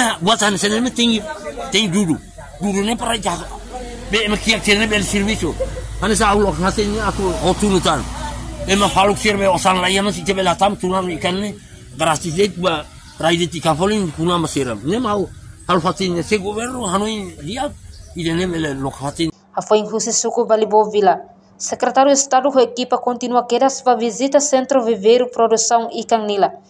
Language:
Tetum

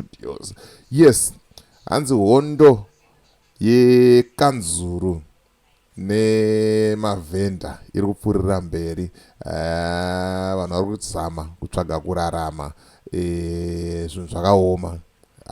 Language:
Shona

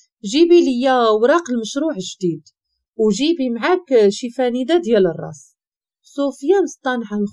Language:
Moroccan Arabic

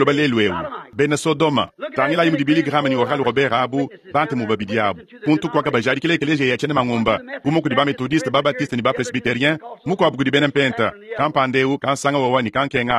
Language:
Luba-Lulua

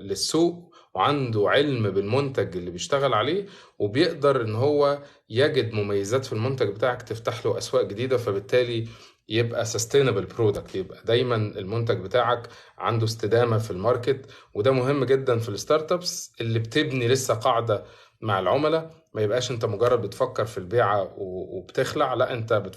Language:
Egyptian Arabic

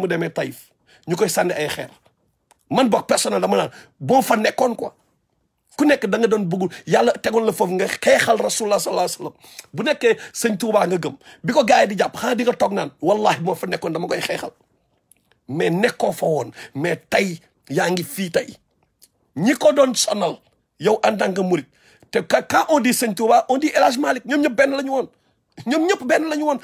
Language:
Wolof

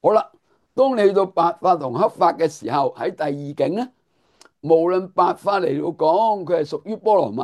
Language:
Cantonese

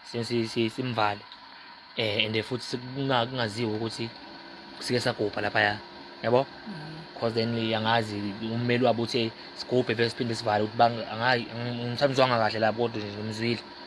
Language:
Zulu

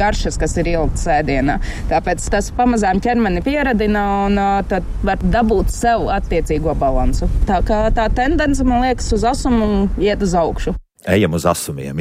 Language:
Latvian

